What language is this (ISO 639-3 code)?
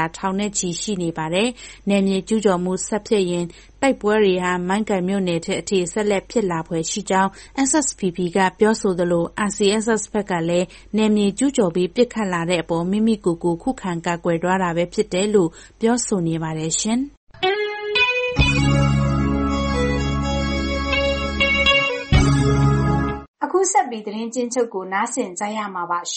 mya